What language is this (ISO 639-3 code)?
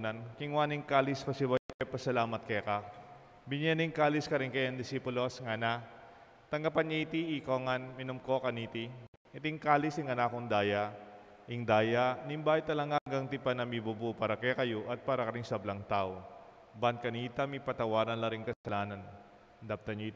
pam